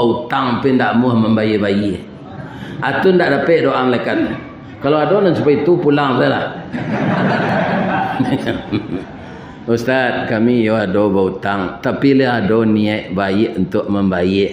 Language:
Minangkabau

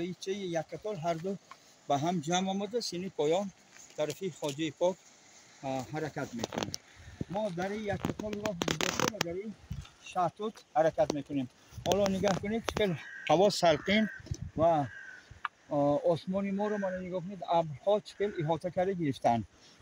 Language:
Tajik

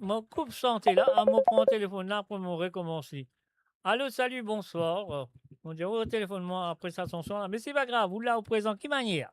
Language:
Morisyen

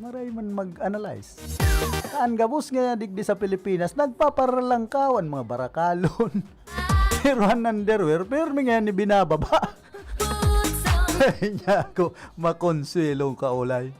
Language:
Bikol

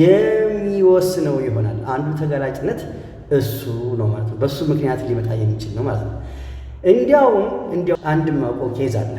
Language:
Amharic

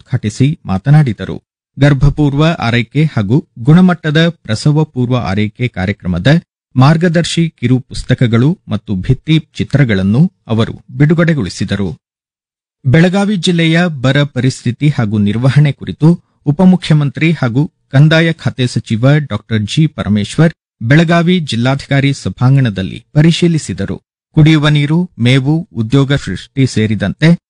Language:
Kannada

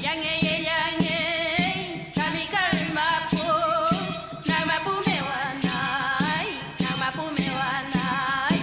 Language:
Mapuche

